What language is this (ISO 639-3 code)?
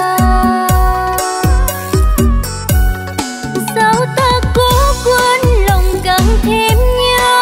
vie